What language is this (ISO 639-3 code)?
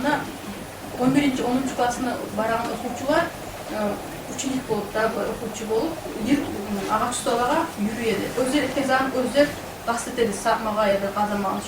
kum